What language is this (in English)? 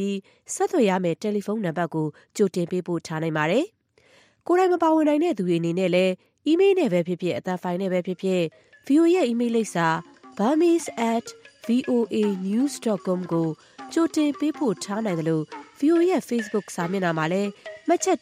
Burmese